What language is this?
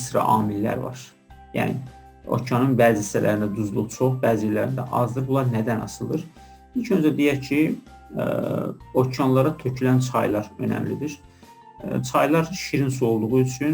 Azerbaijani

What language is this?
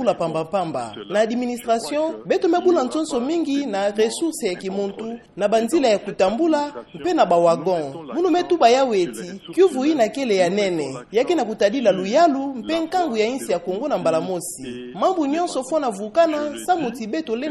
Kituba (Democratic Republic of Congo)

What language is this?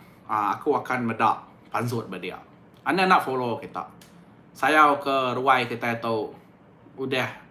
Iban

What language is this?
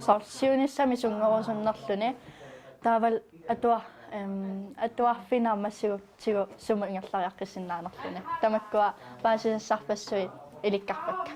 Kalaallisut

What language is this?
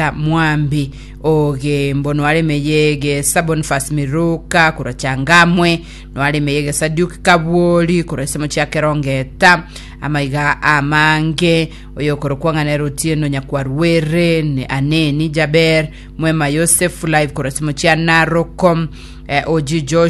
Gusii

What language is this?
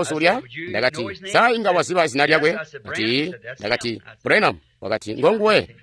Tonga (Zambia)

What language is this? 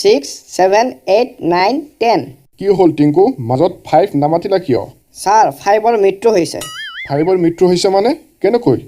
Assamese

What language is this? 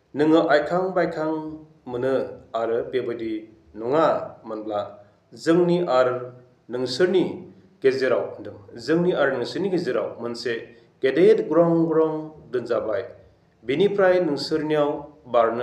Bodo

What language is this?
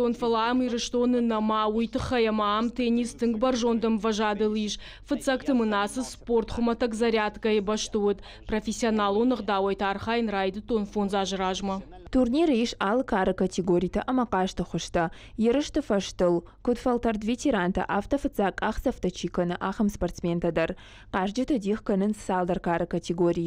Ossetic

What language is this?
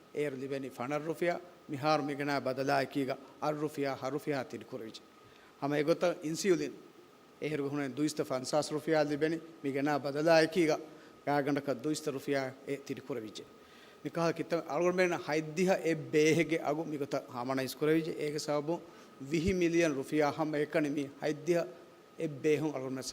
Divehi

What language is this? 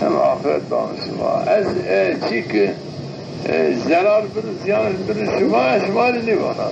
Zaza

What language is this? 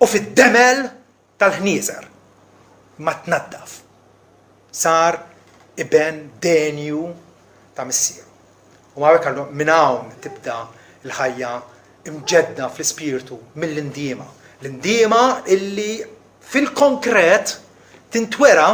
Maltese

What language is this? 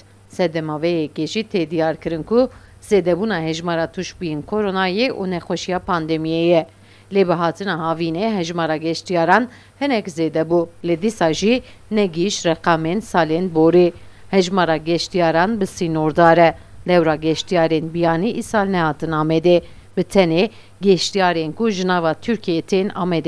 Kurdish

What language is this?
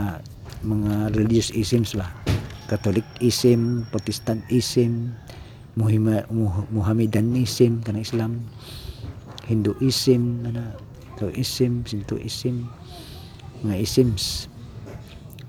Cebuano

